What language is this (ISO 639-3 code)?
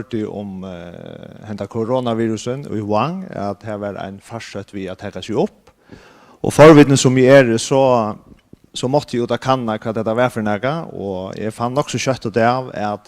fao